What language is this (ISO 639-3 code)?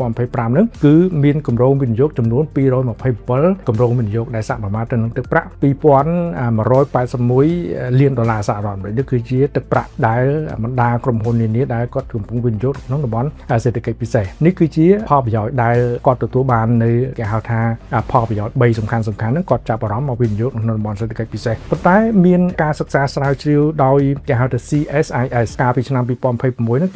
khm